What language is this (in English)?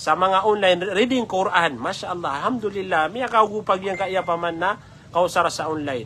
Maranao